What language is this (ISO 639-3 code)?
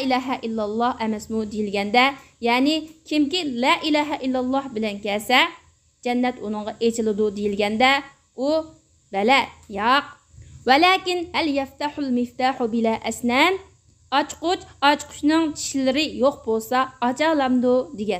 uig